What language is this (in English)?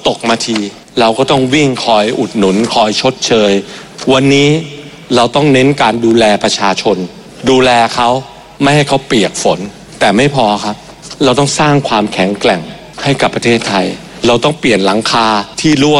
Thai